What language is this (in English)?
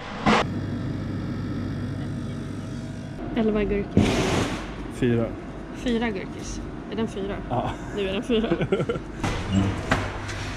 Swedish